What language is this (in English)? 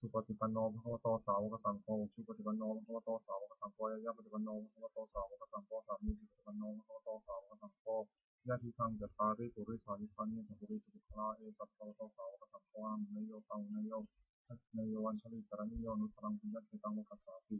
Pali